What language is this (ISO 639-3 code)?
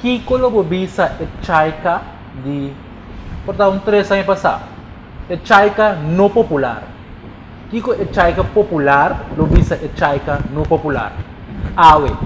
pap